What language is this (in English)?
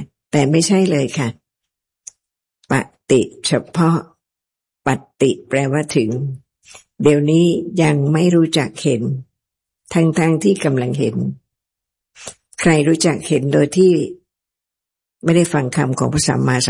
Thai